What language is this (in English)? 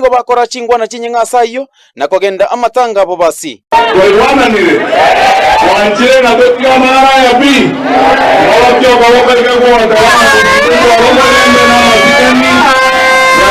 Gusii